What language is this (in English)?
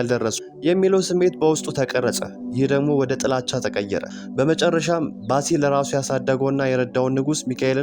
Amharic